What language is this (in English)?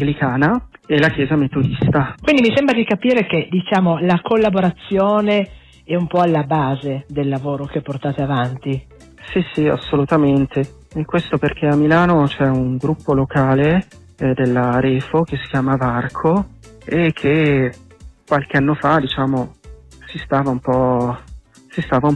Italian